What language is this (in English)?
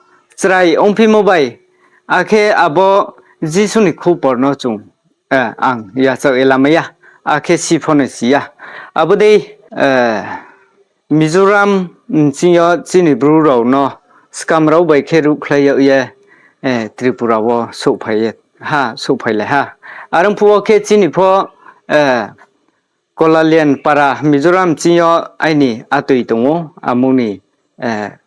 Riang (India)